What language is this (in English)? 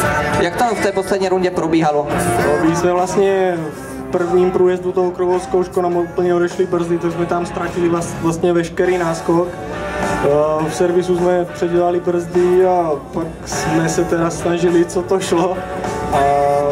Czech